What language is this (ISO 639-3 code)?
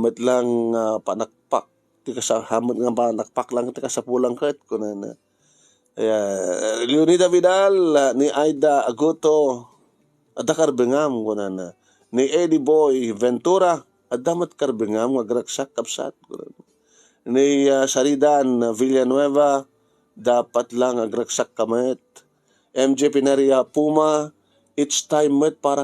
ilo